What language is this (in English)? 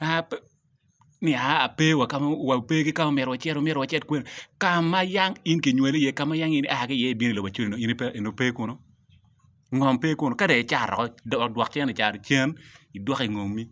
Acoli